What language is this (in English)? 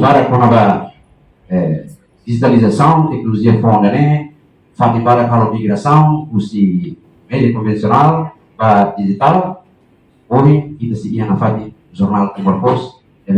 Tetum